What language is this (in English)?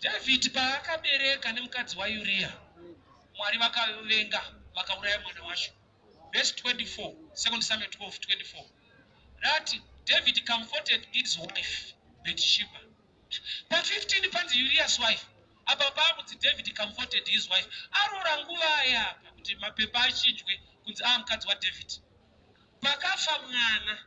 Shona